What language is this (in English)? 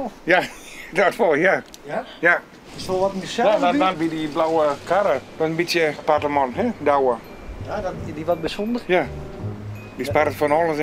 Western Frisian